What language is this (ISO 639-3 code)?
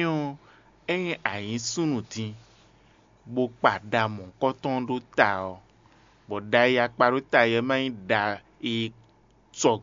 fon